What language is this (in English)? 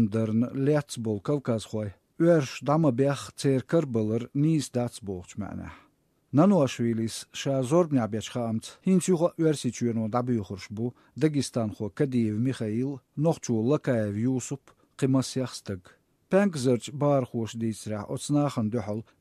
Latvian